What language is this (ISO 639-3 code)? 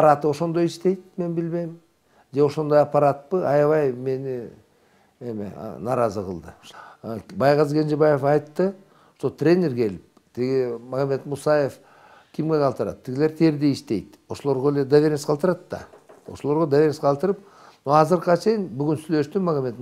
kir